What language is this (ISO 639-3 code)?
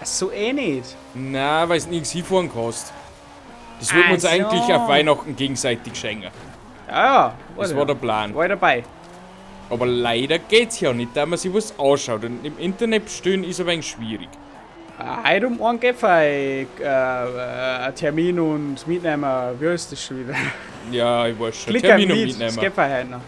bar